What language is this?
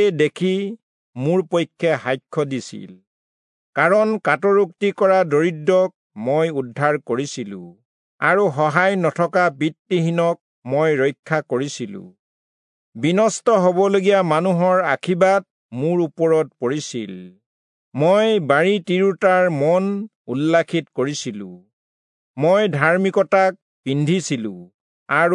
Assamese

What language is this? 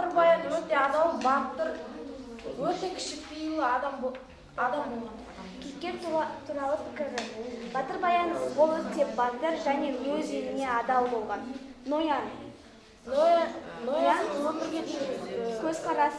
Kazakh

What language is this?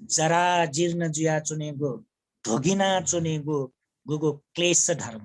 Newari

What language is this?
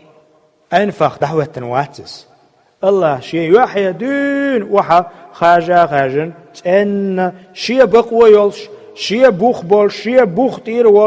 Chechen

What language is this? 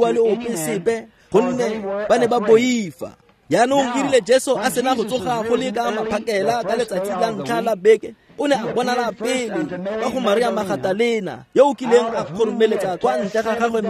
Tswana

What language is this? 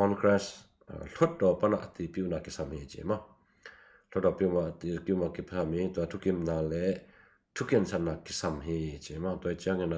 Tedim Chin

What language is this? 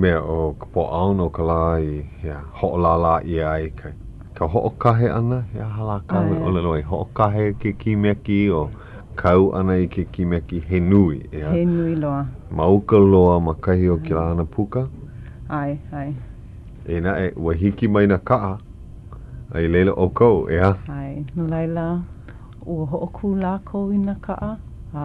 Hawaiian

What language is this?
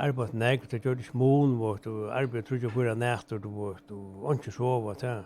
Faroese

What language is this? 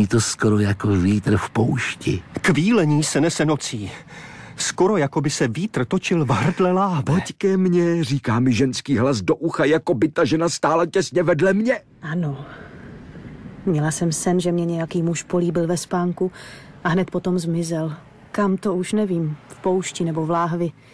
Czech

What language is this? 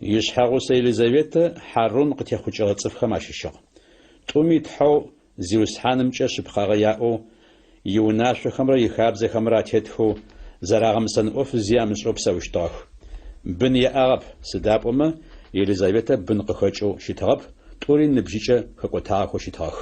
Adyghe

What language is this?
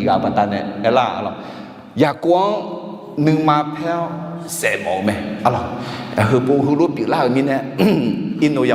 Akha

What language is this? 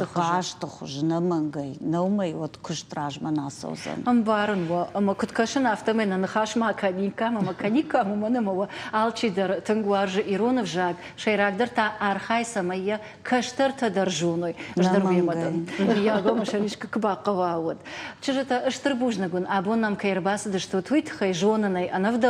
Ossetic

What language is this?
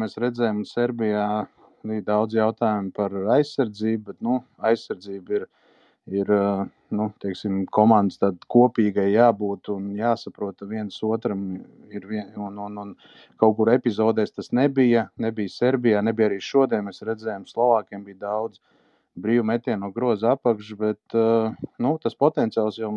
Latvian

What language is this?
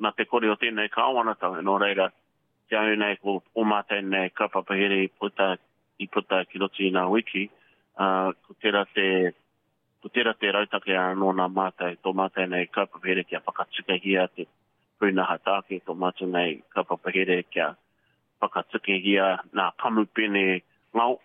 Māori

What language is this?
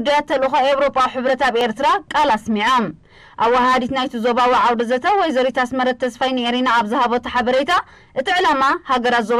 Tigrinya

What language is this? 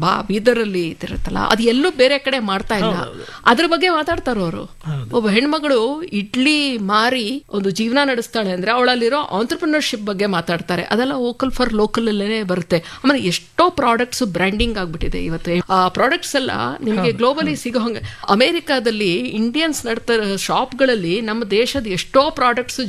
Kannada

